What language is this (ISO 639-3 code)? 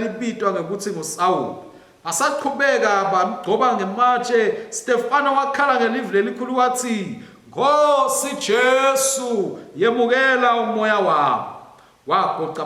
ssw